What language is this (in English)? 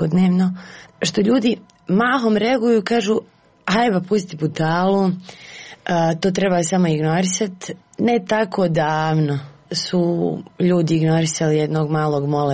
Serbian